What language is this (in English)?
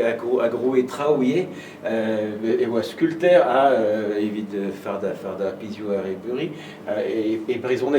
Breton